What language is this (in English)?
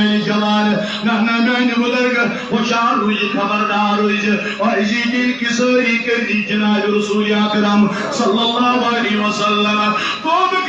Kashmiri